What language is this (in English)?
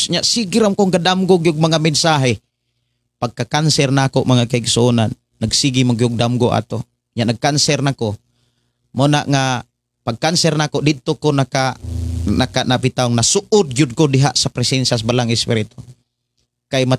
Cebuano